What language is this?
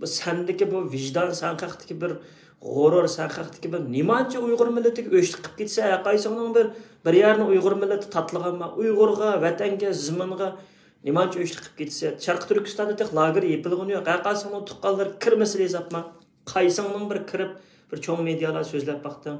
Uyghur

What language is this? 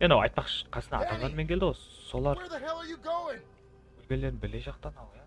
Kara-Kalpak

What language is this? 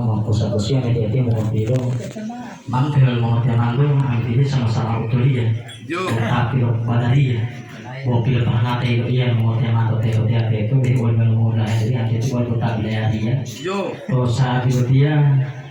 Gorontalo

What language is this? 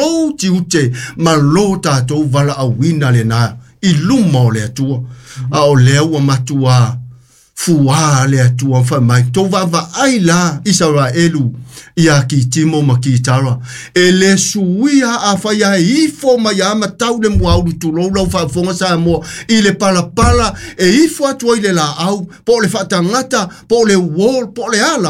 Samoan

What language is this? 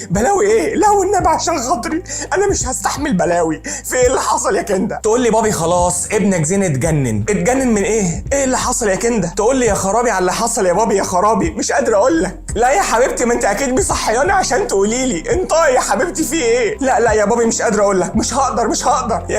Egyptian Arabic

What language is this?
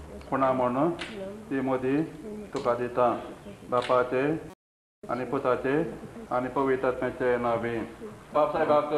Konkani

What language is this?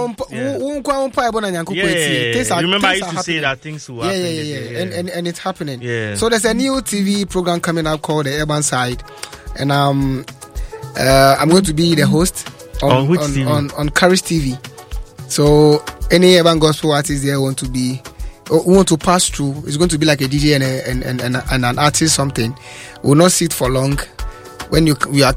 English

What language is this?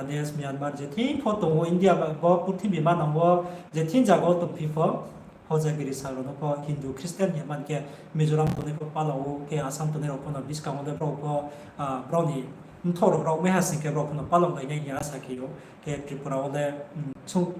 Riang (India)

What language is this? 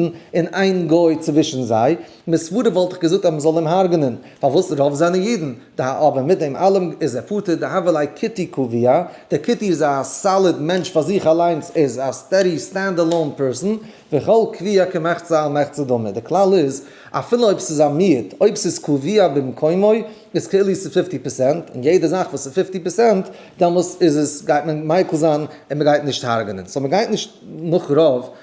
Yiddish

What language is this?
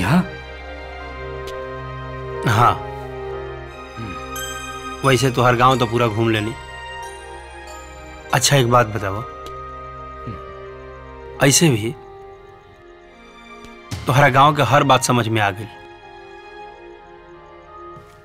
Bhojpuri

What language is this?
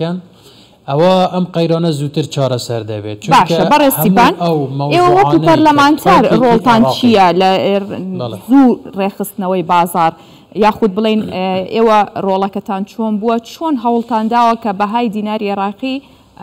Central Kurdish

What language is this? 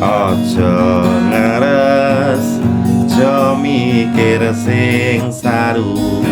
Javanese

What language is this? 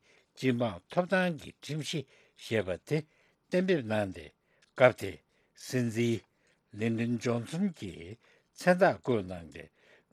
Tibetan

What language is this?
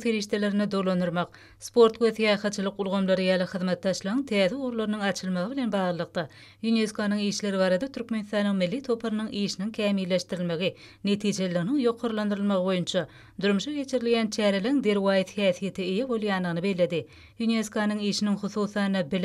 Turkmen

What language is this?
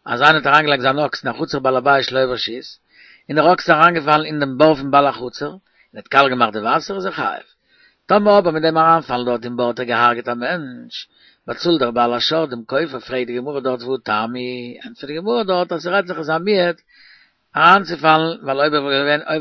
Yiddish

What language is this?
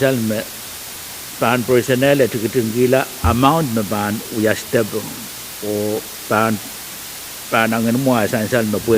Pohnpeian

